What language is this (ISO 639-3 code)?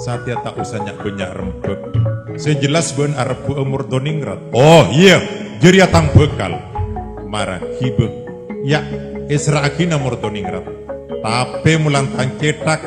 mad